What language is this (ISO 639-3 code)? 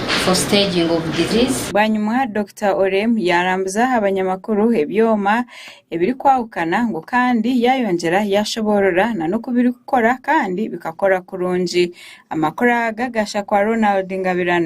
nyn